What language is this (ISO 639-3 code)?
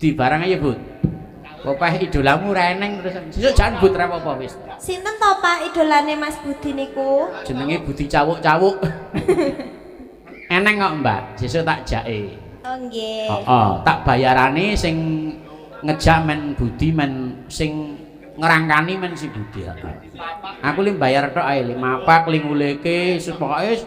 jav